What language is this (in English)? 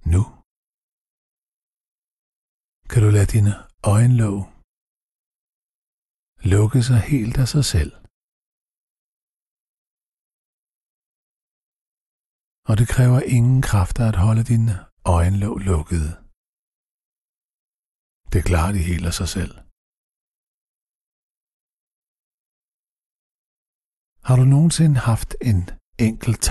Danish